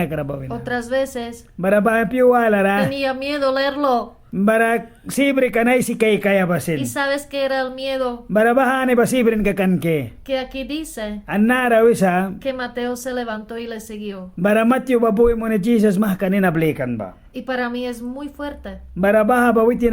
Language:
Mískito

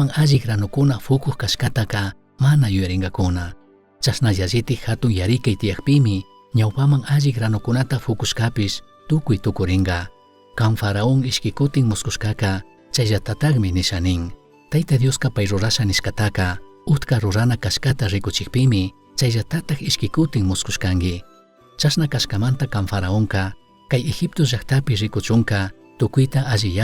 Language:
Chimborazo Highland Quichua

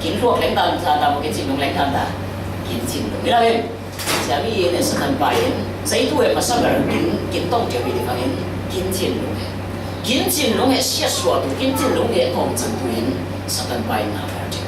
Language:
Falam Chin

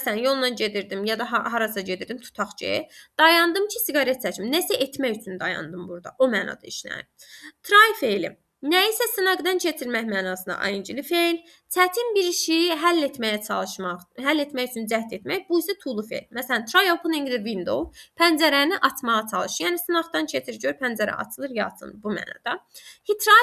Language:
Azerbaijani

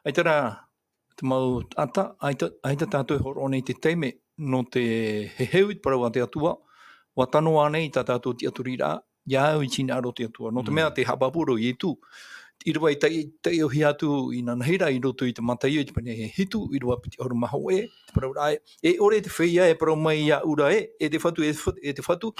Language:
Tahitian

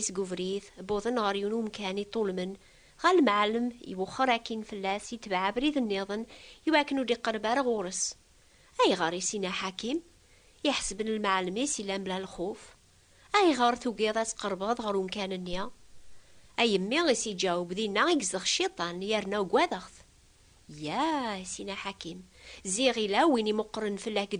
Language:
Kabyle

